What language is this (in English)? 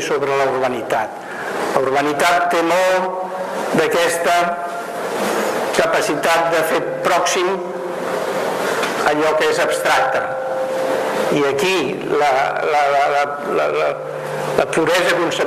Catalan